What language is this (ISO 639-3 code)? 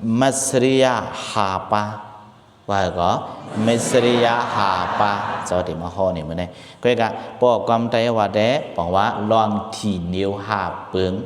shn